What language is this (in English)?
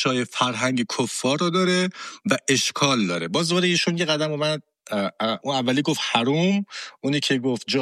Persian